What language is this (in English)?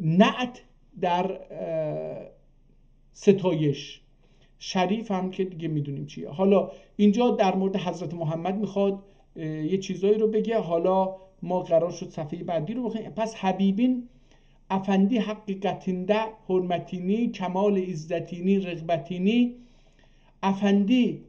South Azerbaijani